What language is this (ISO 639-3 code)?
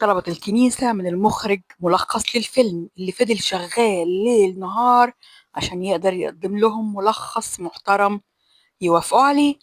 arz